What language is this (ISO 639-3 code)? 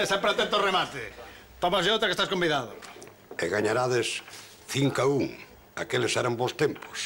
glg